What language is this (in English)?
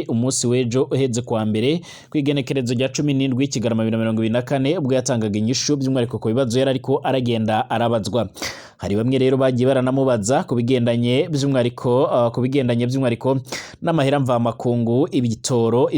Rundi